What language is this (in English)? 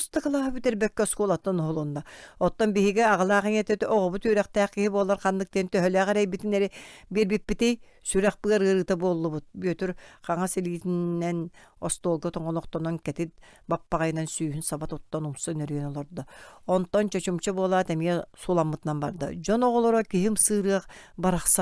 Yakut